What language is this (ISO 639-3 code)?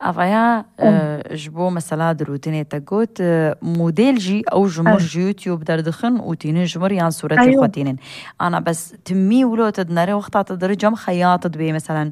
kur